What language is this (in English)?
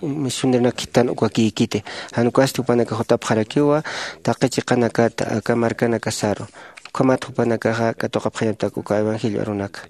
Aymara